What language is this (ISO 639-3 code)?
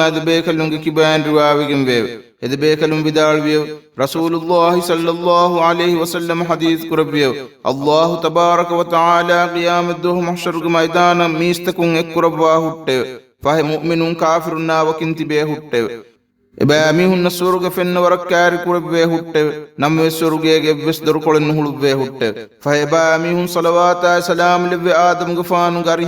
div